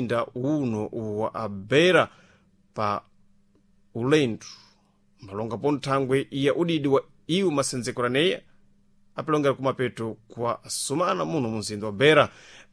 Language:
Sena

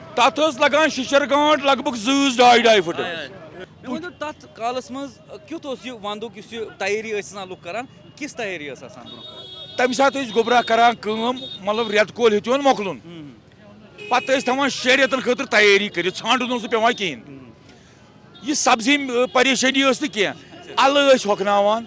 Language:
Kashmiri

